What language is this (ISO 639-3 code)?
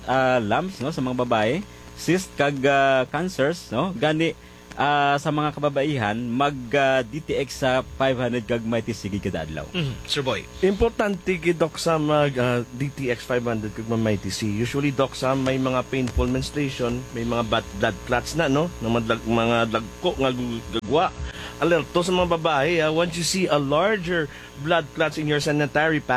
hil